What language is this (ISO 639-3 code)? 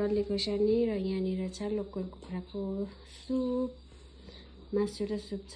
nep